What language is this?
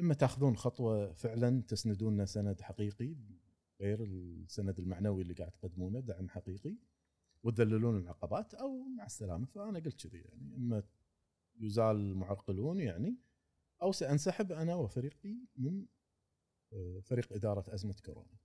Gulf Arabic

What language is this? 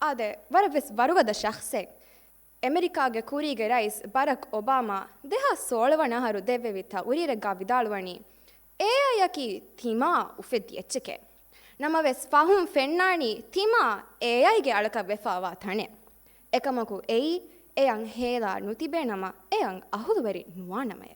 Divehi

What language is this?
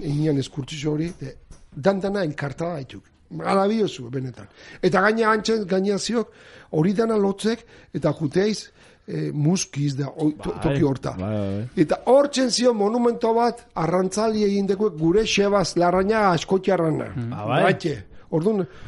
Basque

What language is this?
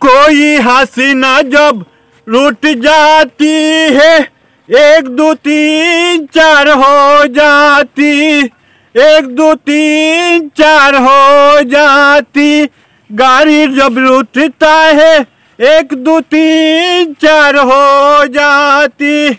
Sylheti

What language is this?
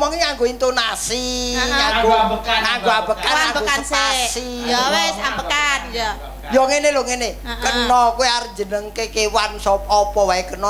Javanese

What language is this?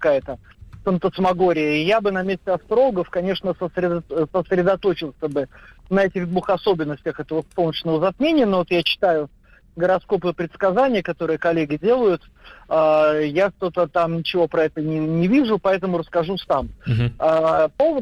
Russian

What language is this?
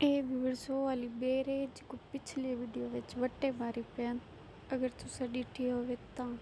Saraiki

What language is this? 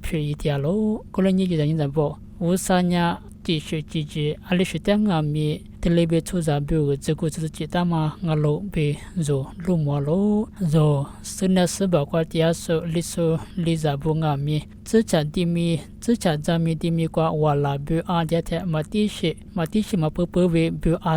Lisu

